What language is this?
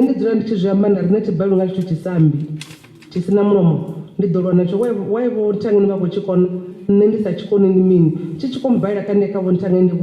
Venda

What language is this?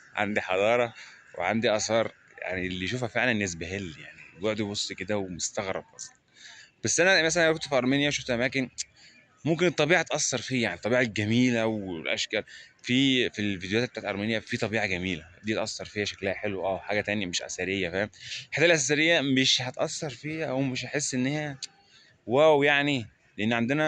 Egyptian Arabic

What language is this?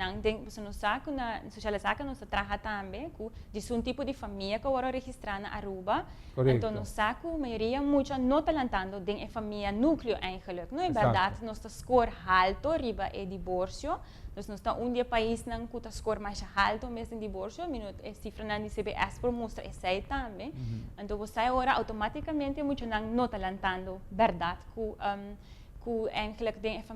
Papiamento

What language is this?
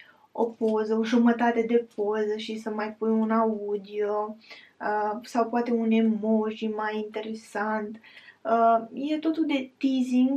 Romanian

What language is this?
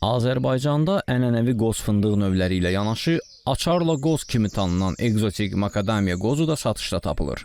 Azerbaijani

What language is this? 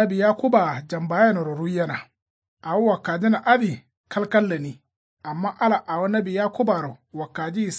Kanuri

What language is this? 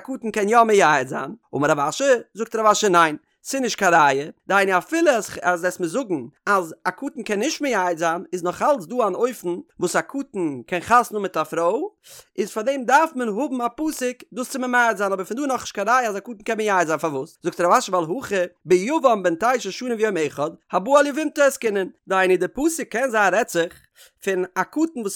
Yiddish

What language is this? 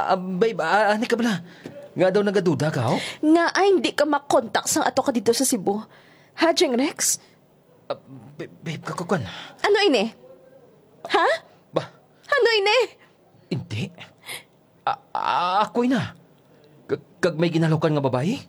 Hiligaynon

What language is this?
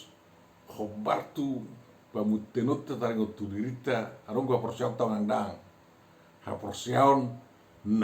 Batak Toba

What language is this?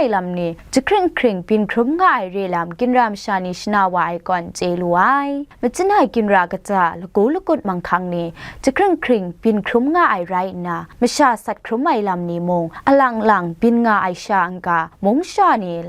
Kachin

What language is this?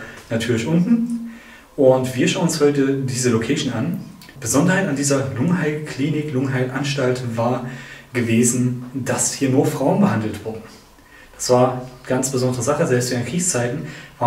German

